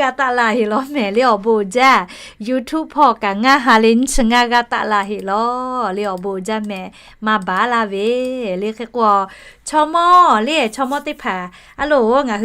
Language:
Lahu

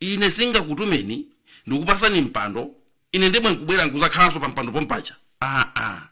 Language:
Nyanja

